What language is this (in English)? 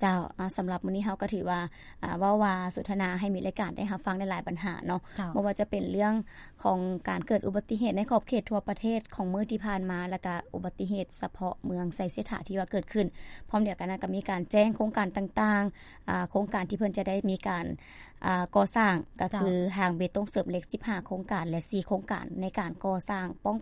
Lao